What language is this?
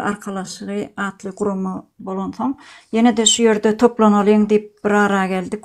Turkmen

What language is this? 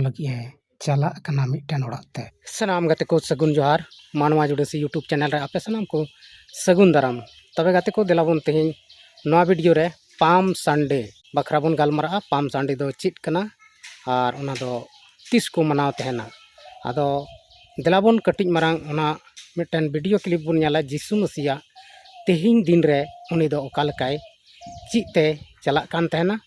Santali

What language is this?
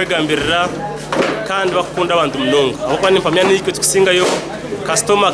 Nyankole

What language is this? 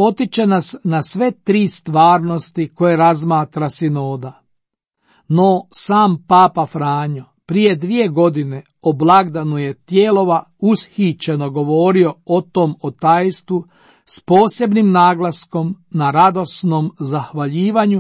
Croatian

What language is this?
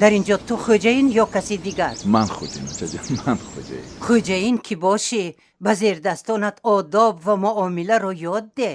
Tajik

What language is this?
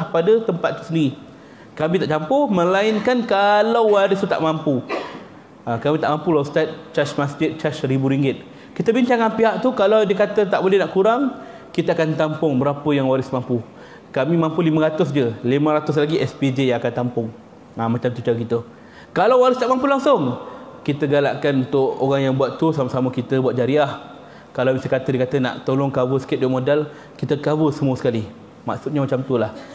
Malay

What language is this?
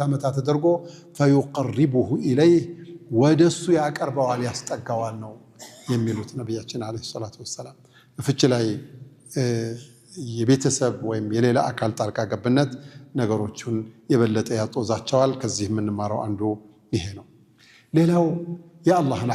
Amharic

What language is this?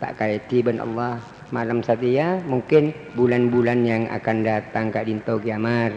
Madurese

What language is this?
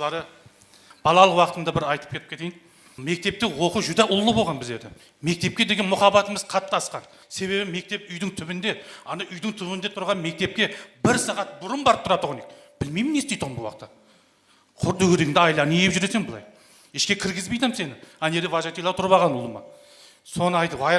Kara-Kalpak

